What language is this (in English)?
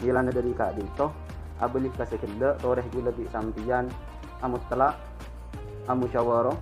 Madurese